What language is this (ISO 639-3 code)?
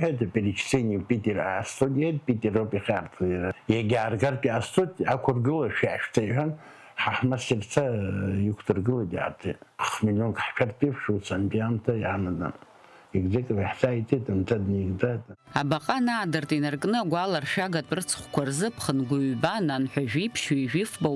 abk